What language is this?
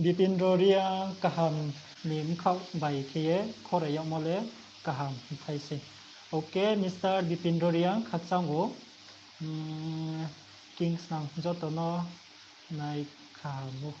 Riang (India)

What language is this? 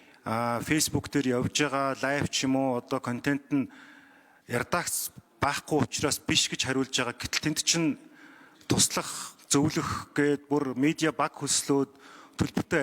Mongolian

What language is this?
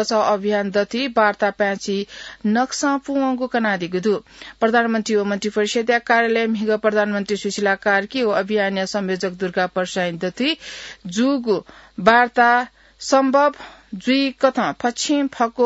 Newari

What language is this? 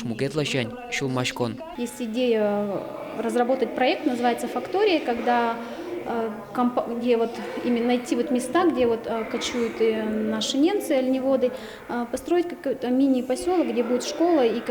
Udmurt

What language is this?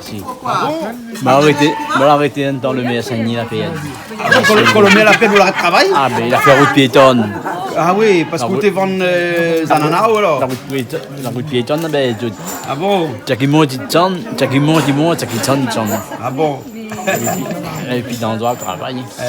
Réunion Creole French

